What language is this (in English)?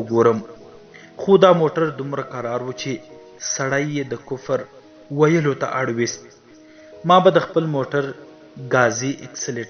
Pashto